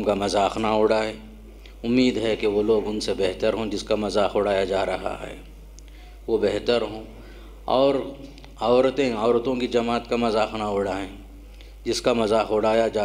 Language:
Urdu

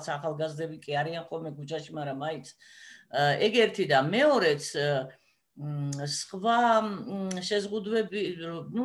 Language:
Georgian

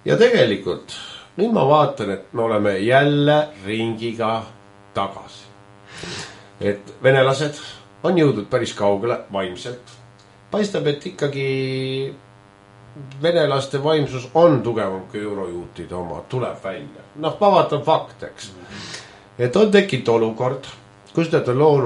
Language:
Estonian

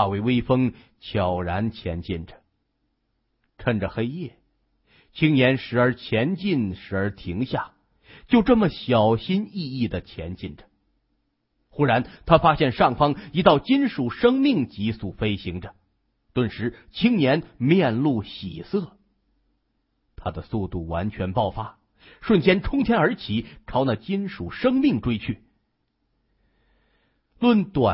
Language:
Chinese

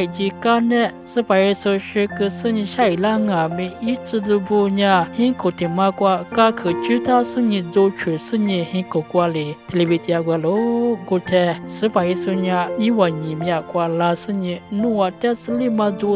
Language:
Lisu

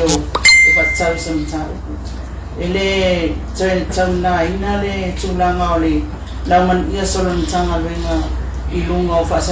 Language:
Samoan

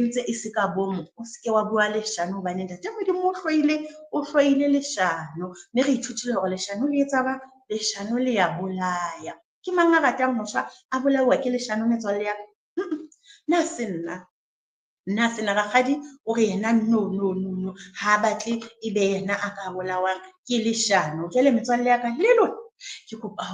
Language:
Southern Sotho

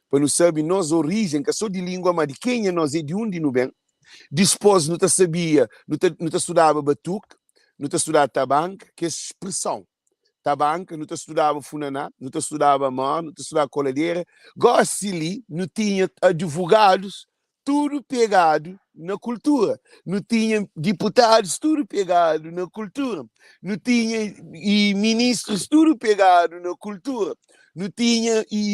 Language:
Kabuverdianu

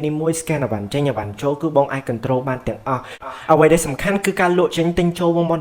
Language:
Khmer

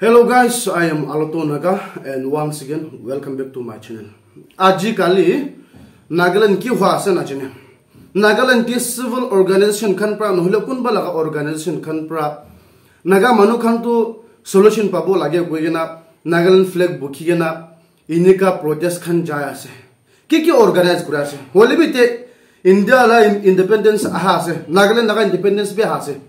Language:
Naga Pidgin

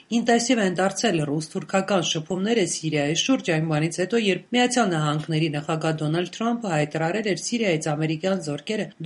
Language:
Armenian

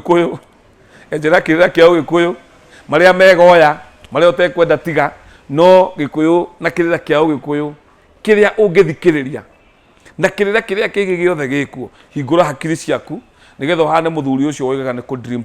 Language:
Kikuyu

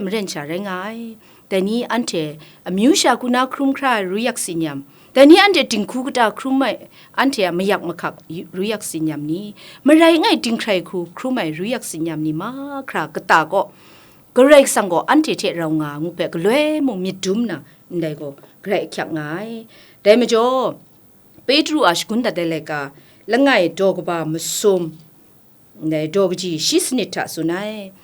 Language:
Kachin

